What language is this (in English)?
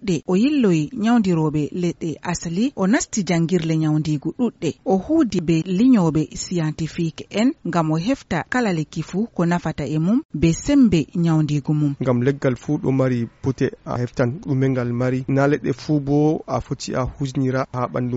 Fula